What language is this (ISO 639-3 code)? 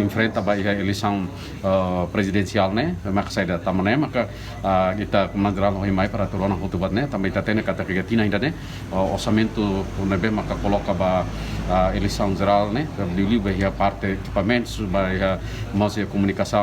tet